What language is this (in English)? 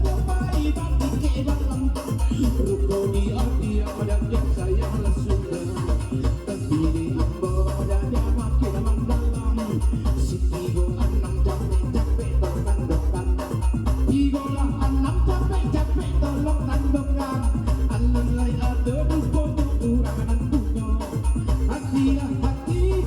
Minangkabau